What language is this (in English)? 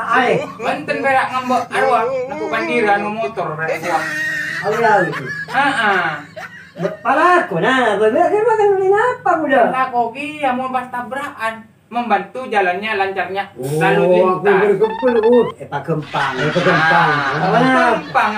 Madurese